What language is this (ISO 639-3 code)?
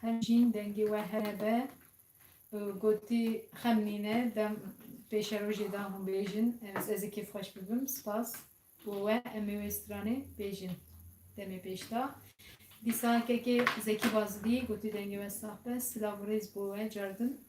kur